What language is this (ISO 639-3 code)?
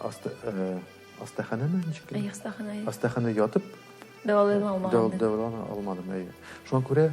tat